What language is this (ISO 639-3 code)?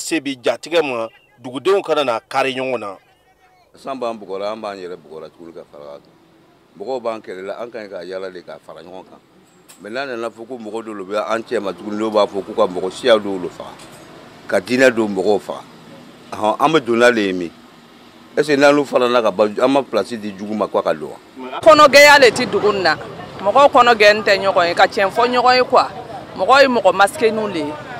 bam